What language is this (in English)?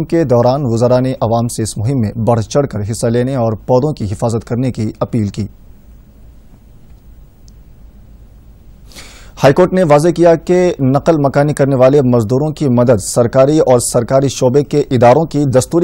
Urdu